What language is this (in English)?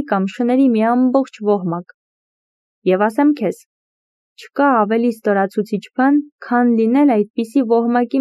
Armenian